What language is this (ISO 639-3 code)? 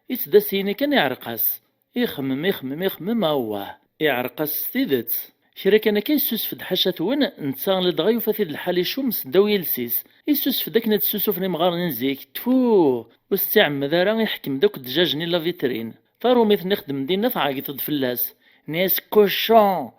kab